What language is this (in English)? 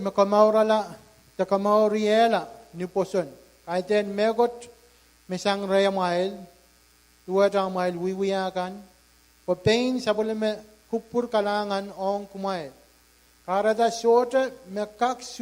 Pohnpeian